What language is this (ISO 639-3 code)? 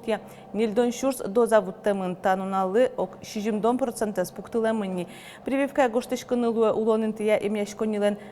udm